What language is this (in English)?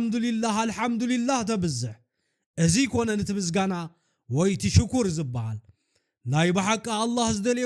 Tigrinya